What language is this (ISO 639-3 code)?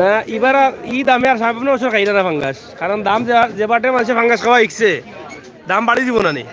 syl